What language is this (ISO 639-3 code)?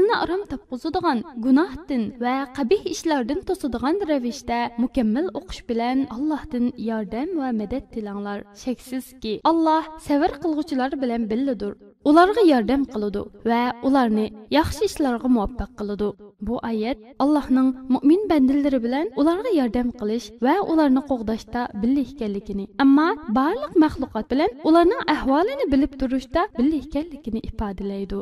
uig